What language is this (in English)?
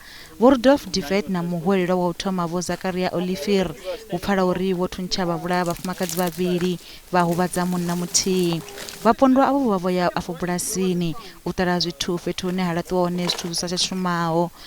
Venda